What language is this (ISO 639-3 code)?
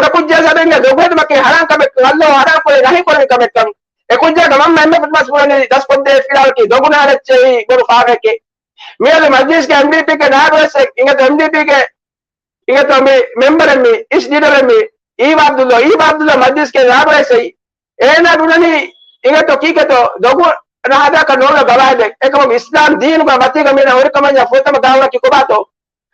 div